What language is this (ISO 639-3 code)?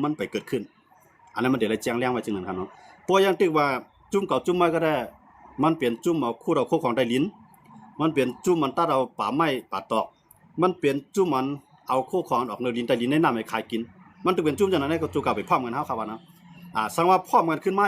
shn